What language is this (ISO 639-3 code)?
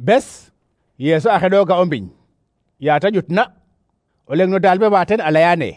srr